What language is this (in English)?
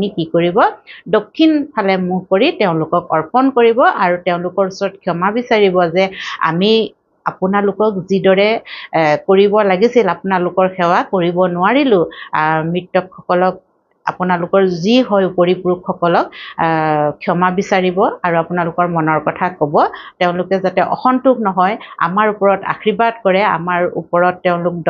Assamese